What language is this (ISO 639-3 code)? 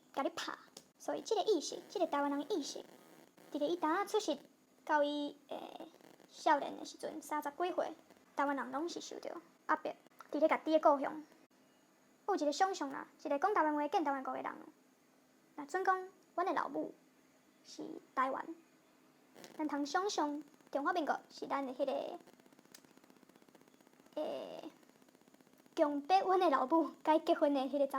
nan